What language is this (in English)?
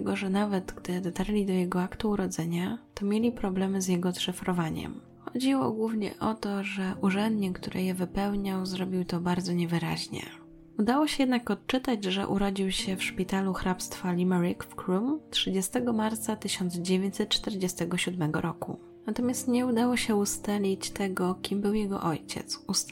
Polish